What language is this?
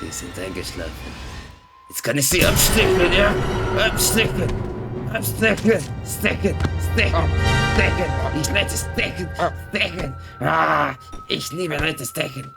Swiss German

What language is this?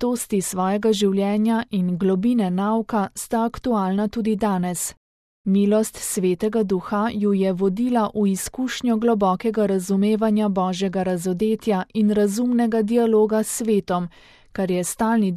Slovenian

